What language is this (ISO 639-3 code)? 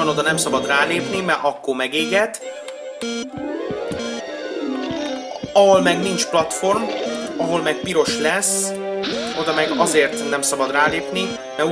hun